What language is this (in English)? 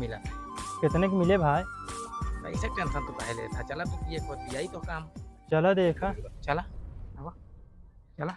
Awadhi